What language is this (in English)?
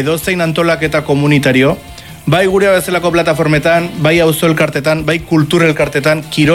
Basque